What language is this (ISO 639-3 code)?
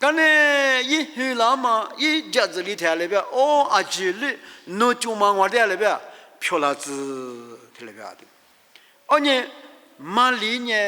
lis